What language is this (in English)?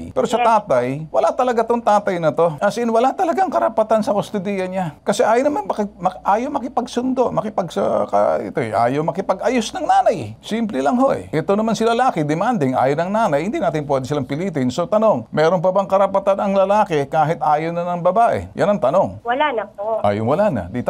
Filipino